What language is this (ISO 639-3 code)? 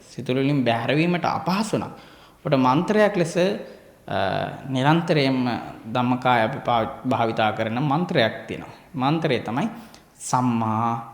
sin